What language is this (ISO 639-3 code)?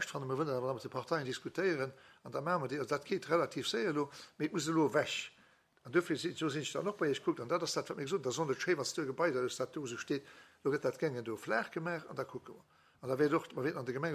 ltz